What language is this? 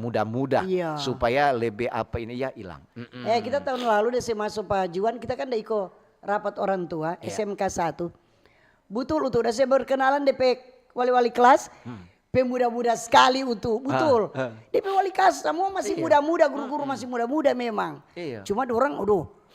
Manado Malay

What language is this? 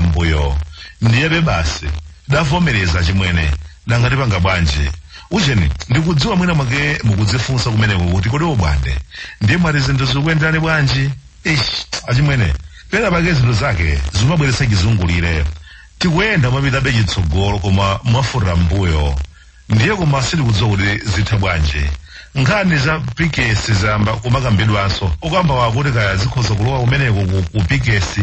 Nyanja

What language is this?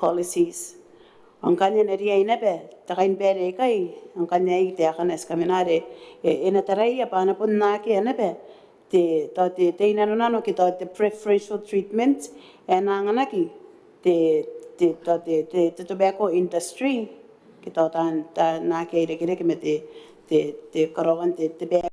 Gilbertese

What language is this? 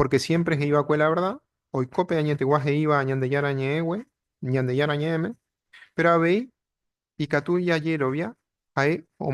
Guarani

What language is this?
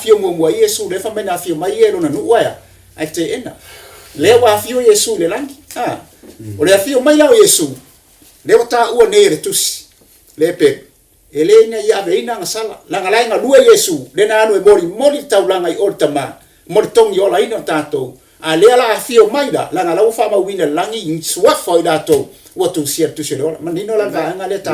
Samoan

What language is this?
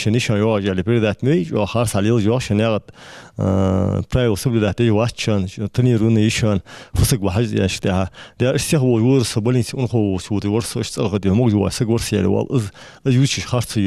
Ingush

